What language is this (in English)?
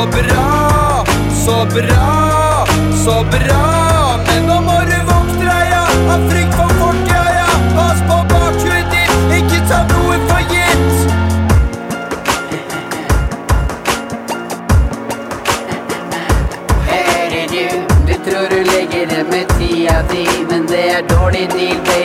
Norwegian